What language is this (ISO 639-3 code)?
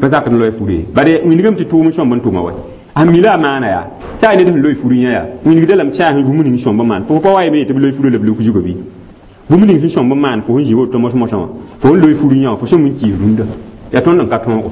mos